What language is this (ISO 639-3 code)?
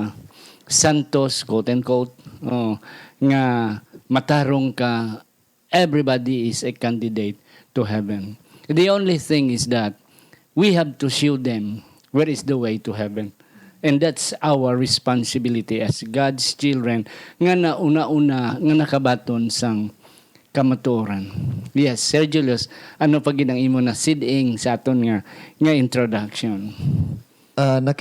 hil